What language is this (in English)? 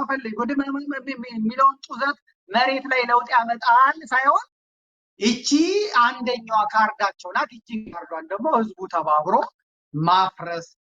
Amharic